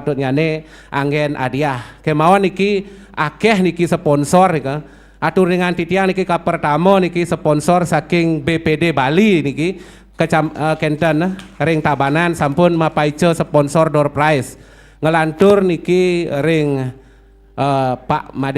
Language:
Balinese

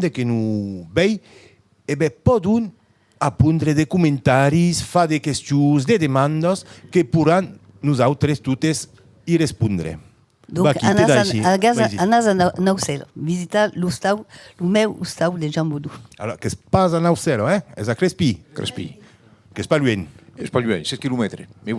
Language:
Occitan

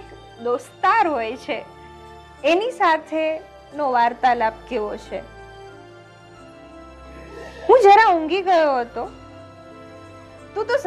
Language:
Gujarati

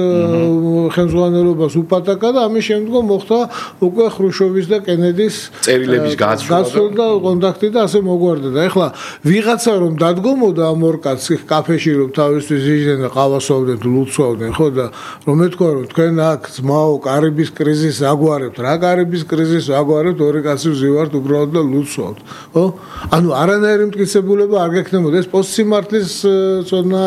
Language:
Georgian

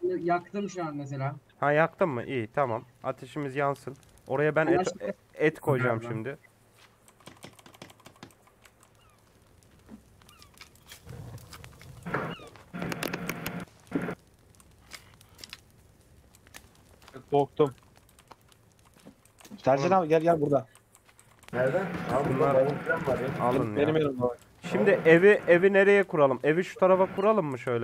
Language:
Turkish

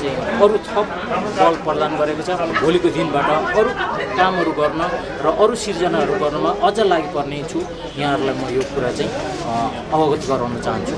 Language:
Nepali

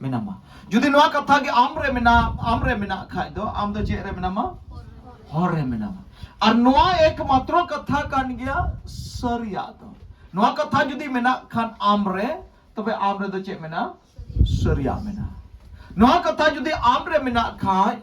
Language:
Santali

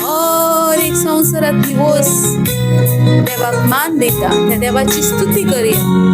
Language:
Konkani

